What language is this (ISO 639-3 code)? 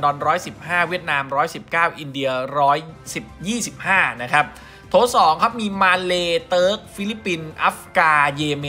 tha